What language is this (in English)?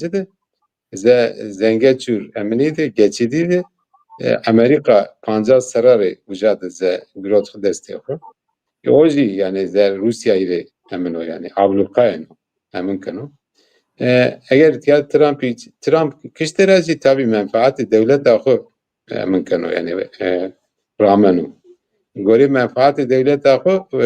Zaza